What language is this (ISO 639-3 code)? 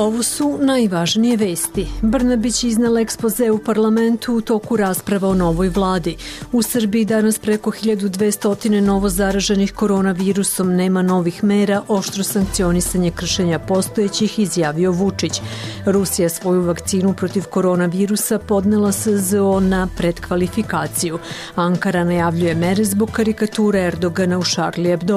srp